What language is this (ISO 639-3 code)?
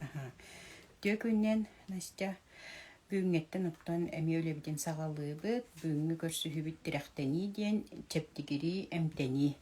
sah